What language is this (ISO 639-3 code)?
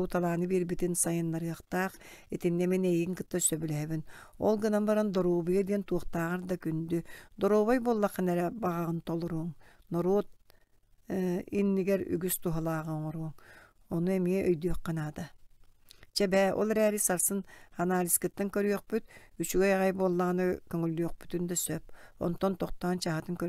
sah